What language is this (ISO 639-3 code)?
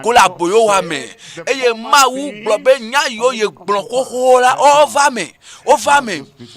ewe